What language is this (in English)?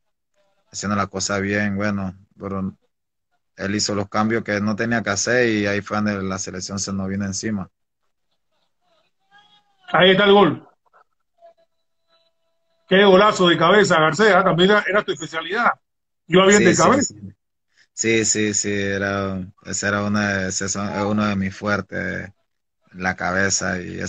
Spanish